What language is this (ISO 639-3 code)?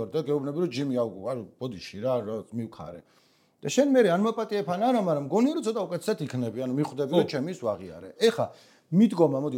kat